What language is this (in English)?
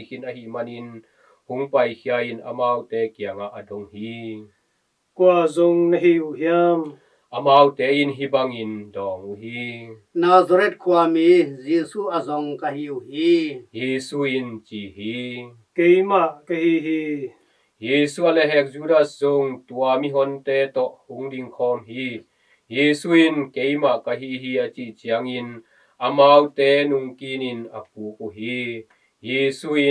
Tedim Chin